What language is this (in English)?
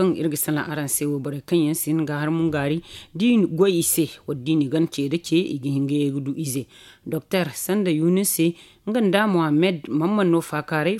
Zarma